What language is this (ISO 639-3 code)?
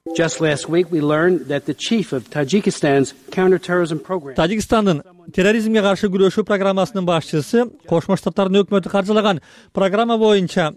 kir